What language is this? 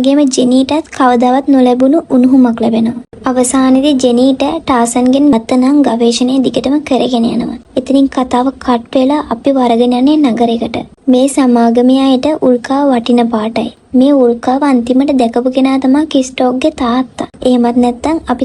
Sinhala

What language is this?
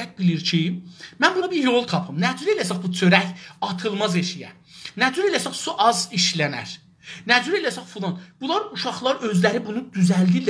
South Azerbaijani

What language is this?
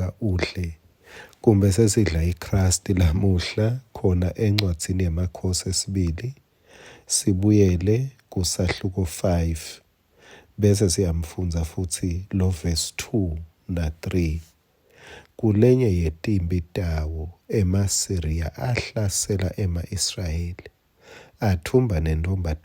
Swati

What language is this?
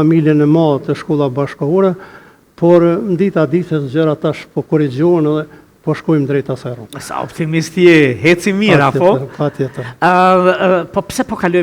Albanian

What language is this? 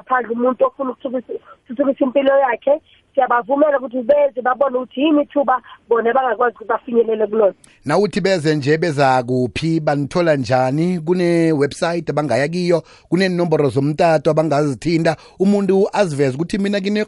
South Ndebele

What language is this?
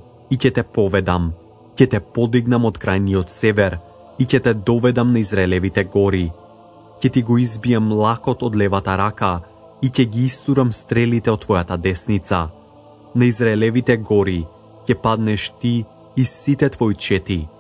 Macedonian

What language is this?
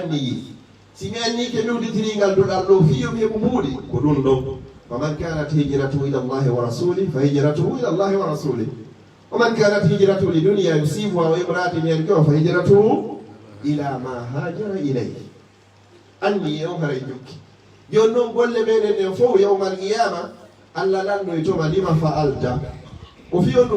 Fula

